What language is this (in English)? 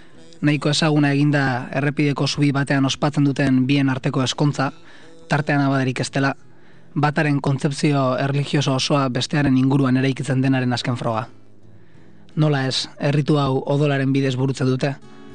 Basque